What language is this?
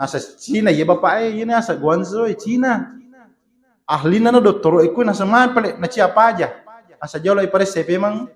Buginese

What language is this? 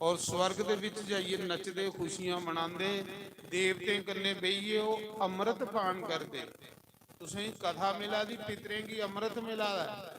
Dogri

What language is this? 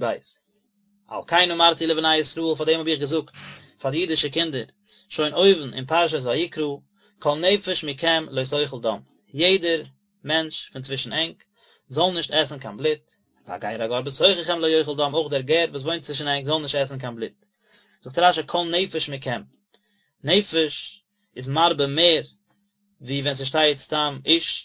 Yiddish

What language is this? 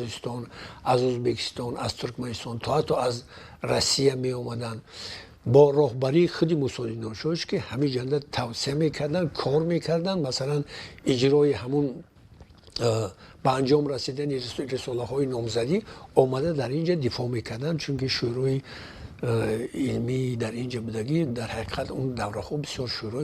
Tajik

